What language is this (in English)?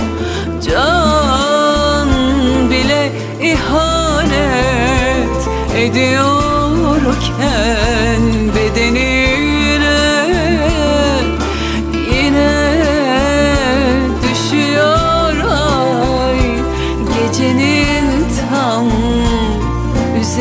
Turkish